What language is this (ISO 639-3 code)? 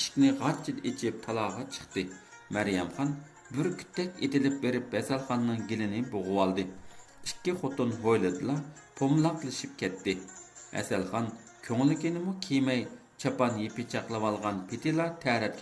uig